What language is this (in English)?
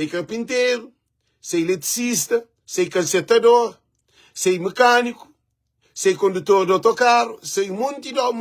Kabuverdianu